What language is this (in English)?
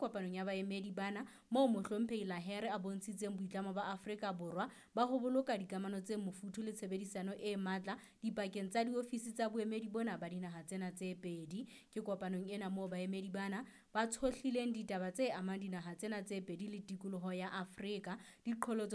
Southern Sotho